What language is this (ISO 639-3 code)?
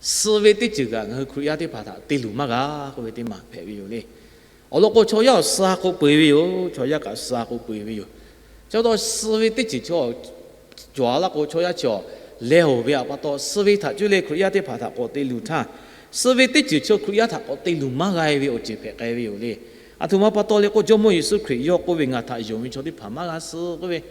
lhu